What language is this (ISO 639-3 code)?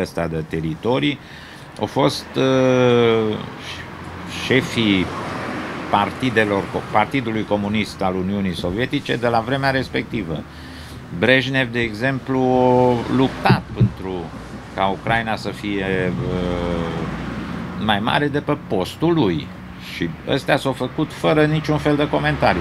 ron